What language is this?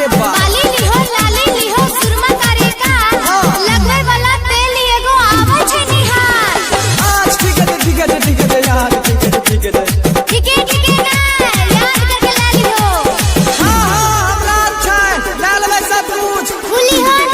Maithili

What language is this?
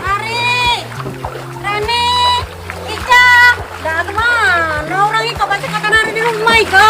Musi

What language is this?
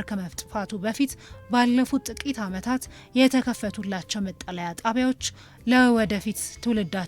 Amharic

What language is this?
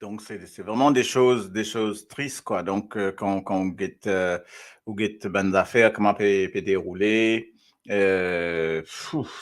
Morisyen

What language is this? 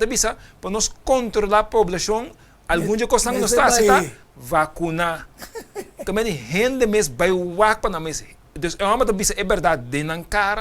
Papiamento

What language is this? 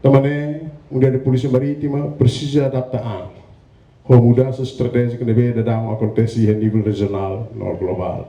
Tetum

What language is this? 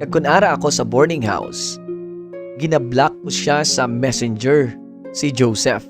Hiligaynon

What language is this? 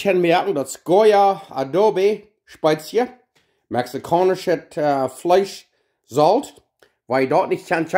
Plautdietsch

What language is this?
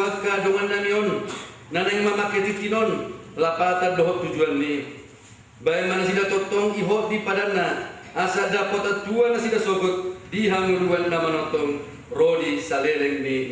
Batak Toba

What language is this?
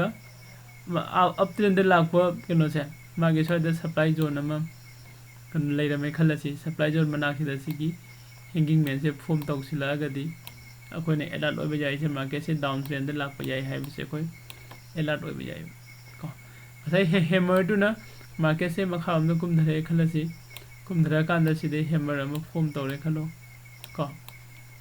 Manipuri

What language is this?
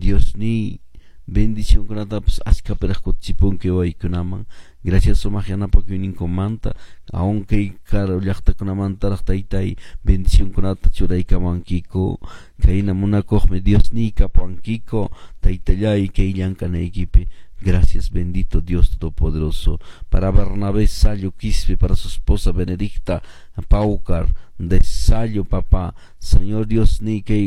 Quechua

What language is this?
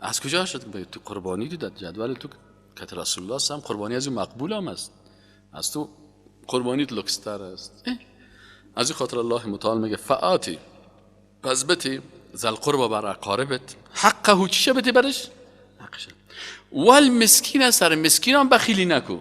Persian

